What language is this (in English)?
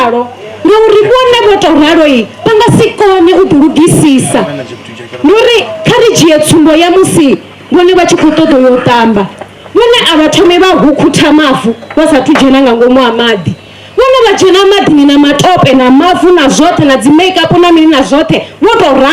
Venda